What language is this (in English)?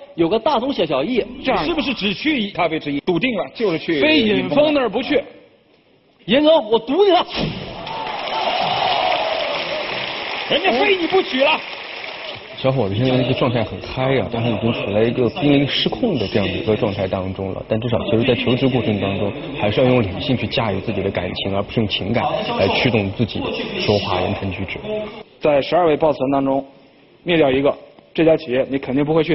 Chinese